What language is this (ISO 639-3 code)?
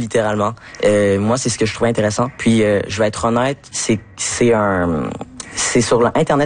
fra